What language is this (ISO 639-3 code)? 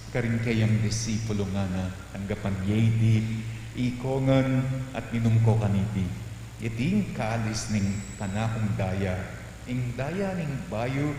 pam